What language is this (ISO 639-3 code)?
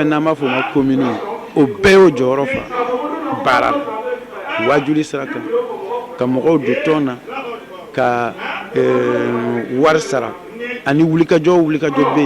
bam